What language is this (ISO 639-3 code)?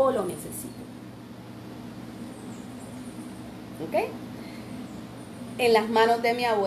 spa